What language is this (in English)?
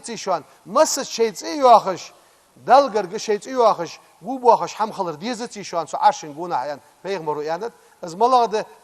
Ingush